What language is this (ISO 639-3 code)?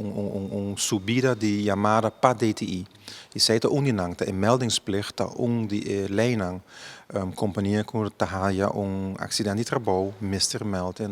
pap